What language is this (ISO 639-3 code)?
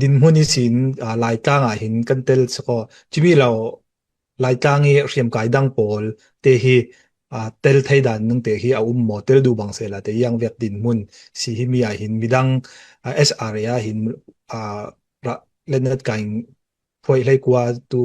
cfm